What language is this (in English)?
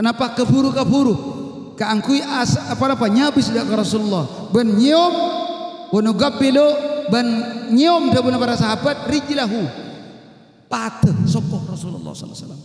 Madurese